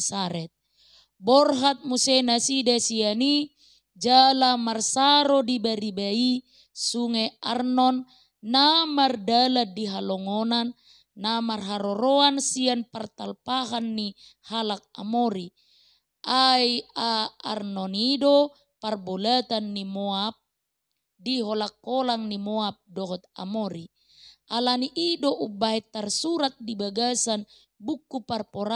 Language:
Batak Toba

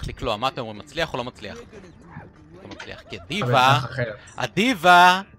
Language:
Hebrew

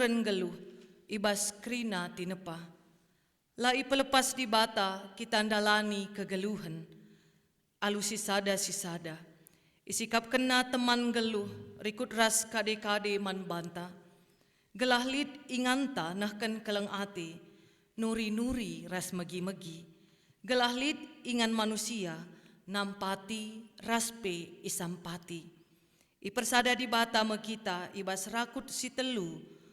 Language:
Batak Karo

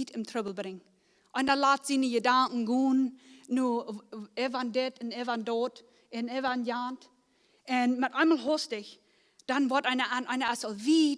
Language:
Plautdietsch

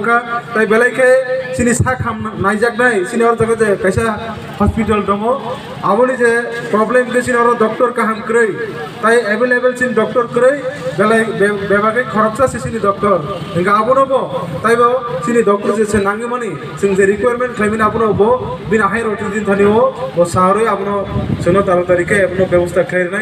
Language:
Kok Borok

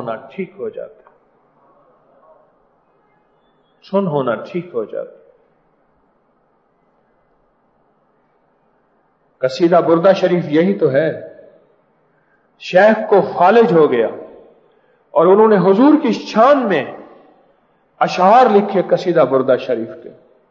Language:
Urdu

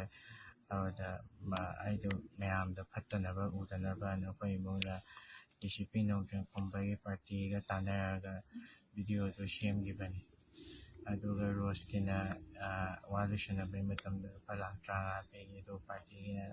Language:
Manipuri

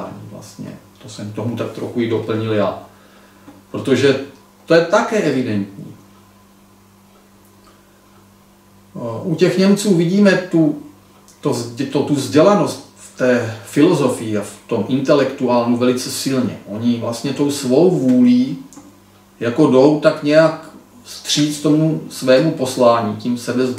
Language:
Czech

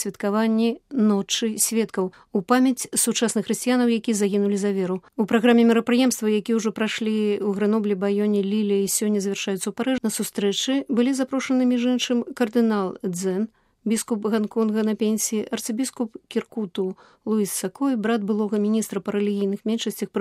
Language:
Belarusian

